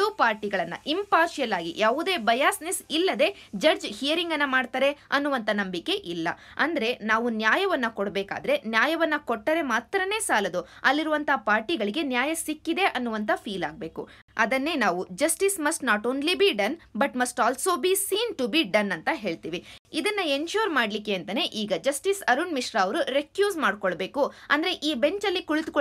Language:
Kannada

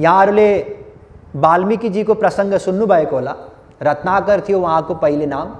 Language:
Nepali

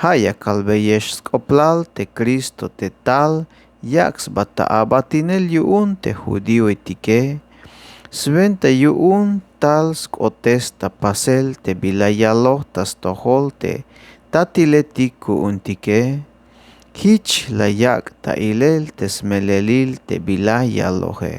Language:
Tzeltal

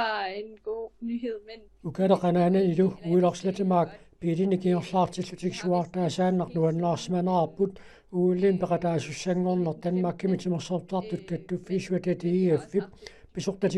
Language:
Kalaallisut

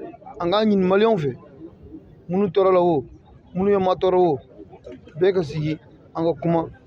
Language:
Bambara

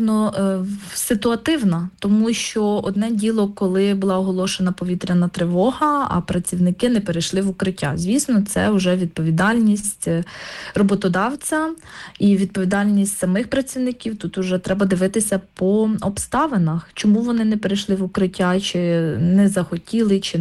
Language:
Ukrainian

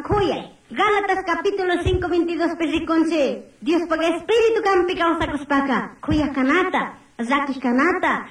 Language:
Chimborazo Highland Quichua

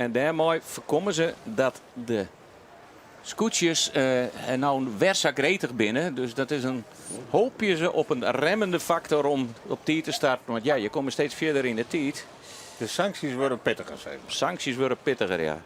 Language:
Western Frisian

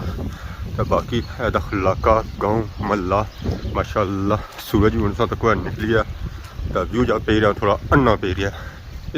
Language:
Pahari-Potwari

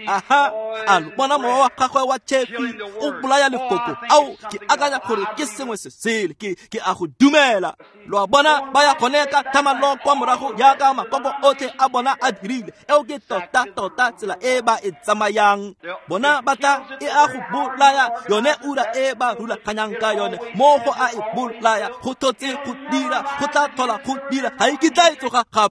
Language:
Tswana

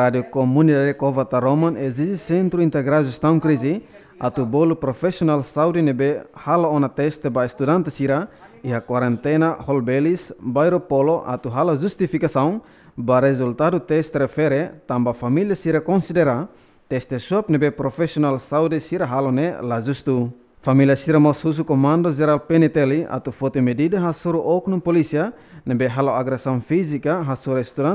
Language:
Tetum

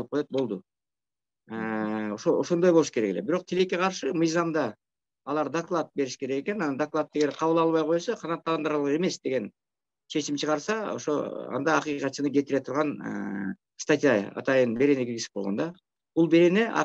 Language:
Kyrgyz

